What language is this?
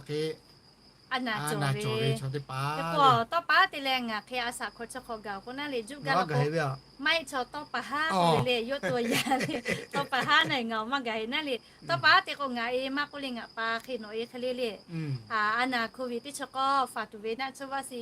Lahu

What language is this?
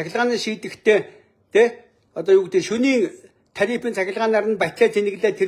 Mongolian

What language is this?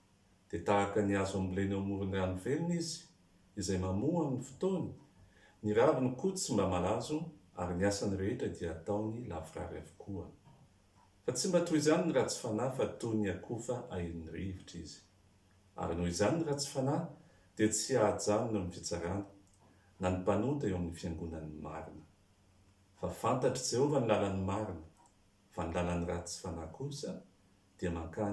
Malagasy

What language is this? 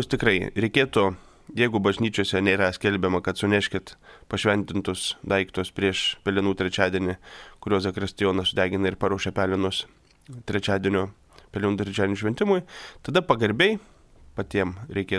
Lithuanian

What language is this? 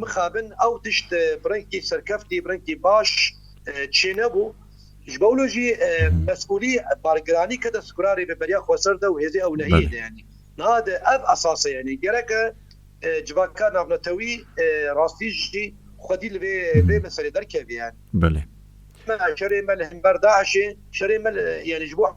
Kurdish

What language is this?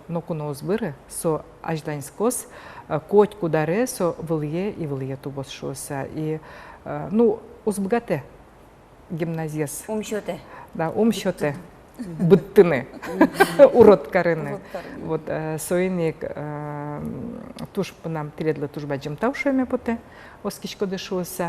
Udmurt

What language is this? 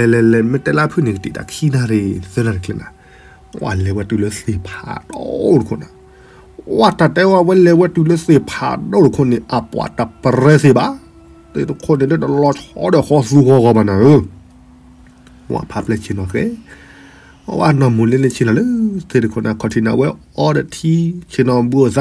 S'gaw Karen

